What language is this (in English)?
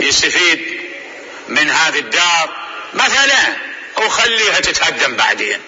Mesopotamian Arabic